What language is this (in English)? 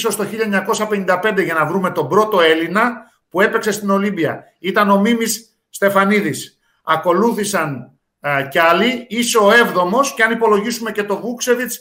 Greek